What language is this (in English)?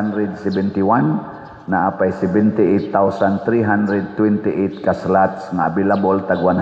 Cebuano